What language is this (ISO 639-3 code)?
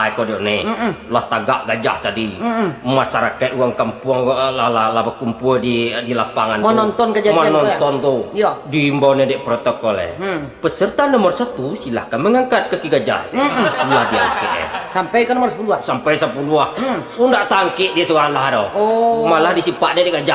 min